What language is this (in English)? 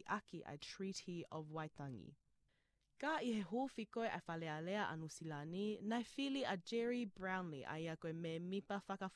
Tongan